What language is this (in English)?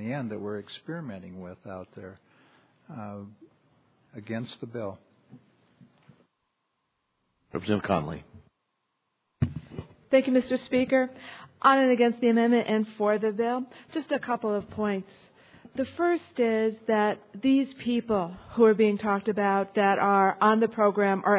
English